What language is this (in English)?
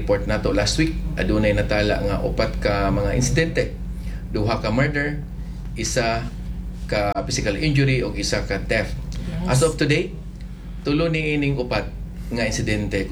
Cebuano